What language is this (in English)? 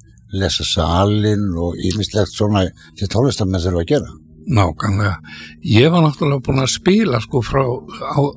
Icelandic